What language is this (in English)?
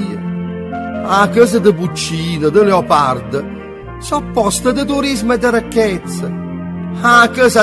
Neapolitan